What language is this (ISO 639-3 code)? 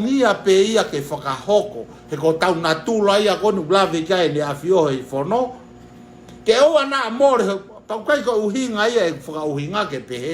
ton